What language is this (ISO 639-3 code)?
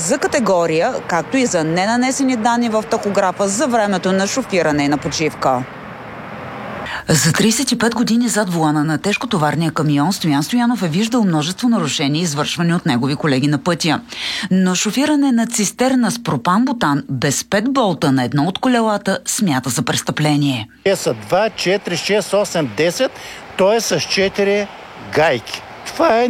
bul